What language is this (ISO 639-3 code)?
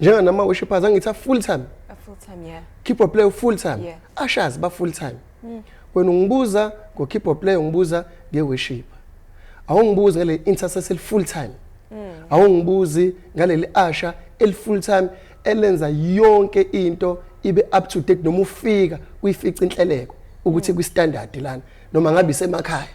zul